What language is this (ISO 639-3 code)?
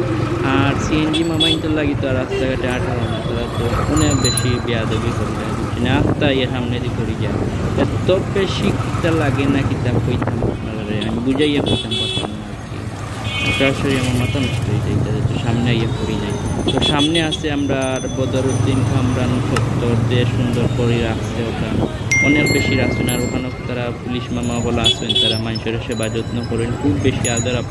syl